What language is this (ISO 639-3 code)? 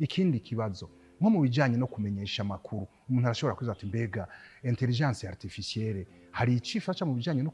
run